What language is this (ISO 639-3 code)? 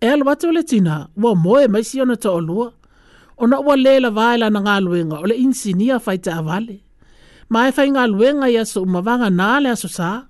smo